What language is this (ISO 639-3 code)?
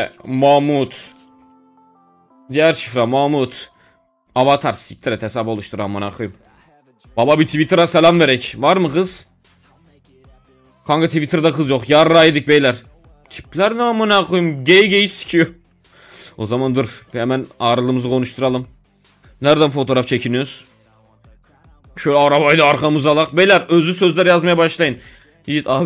tur